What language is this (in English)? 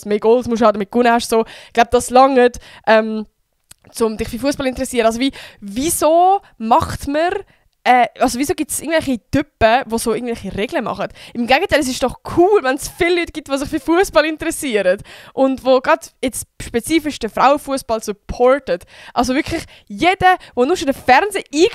Swiss German